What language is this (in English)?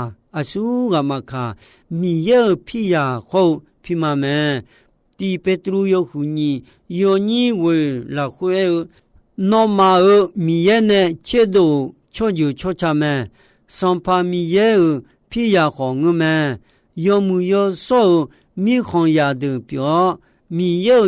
Akha